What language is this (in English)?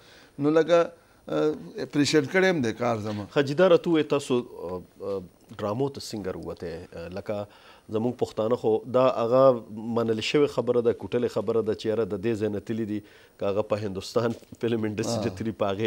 Pashto